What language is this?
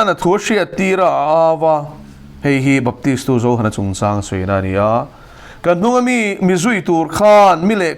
Mizo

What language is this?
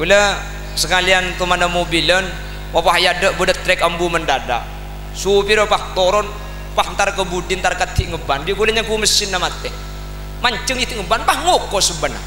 Madurese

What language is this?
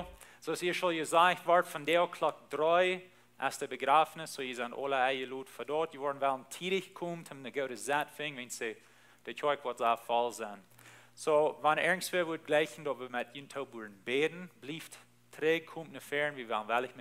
Plautdietsch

